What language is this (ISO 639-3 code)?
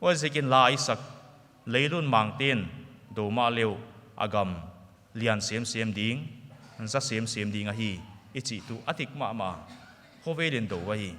pck